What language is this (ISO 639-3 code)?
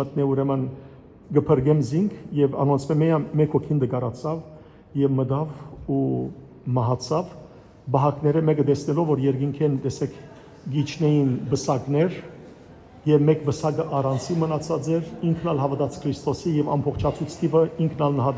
hyw